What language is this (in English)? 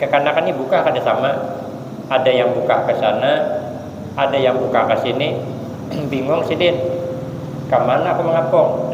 Banjar